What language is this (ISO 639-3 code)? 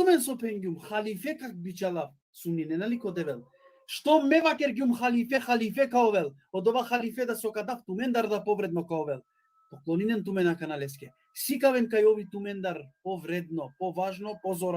rmn